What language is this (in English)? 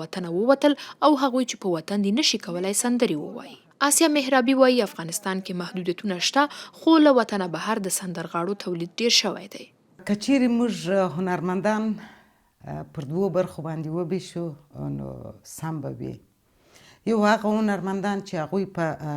Pashto